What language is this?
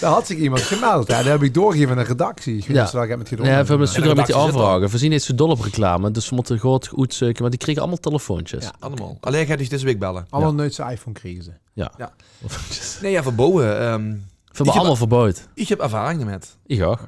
Limburgish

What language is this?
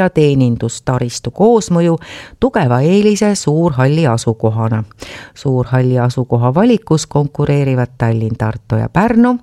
Estonian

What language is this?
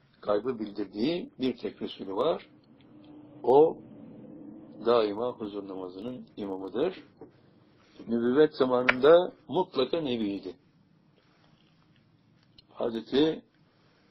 Turkish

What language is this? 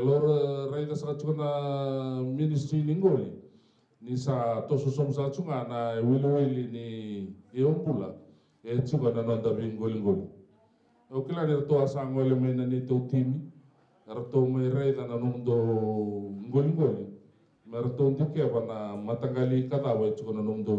Fijian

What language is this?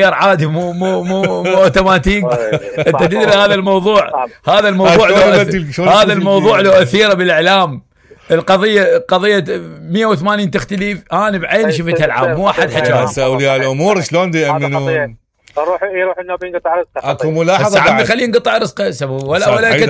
Mesopotamian Arabic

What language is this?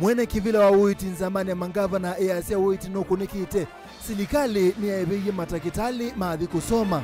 Kamba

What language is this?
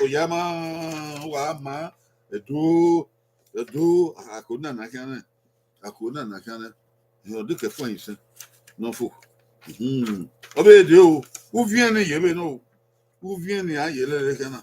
Bini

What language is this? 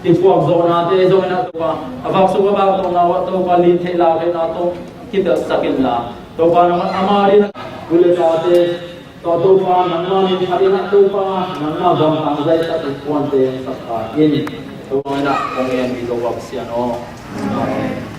Tedim Chin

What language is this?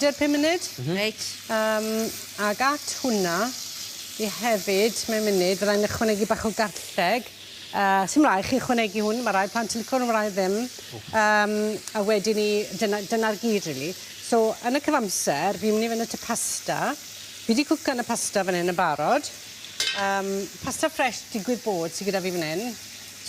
Welsh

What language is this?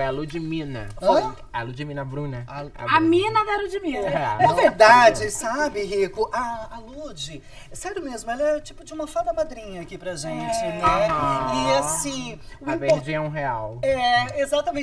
Portuguese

